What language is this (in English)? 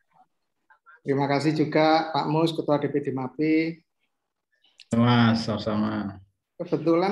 Indonesian